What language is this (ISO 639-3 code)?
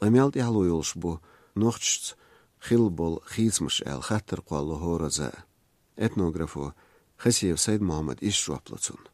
che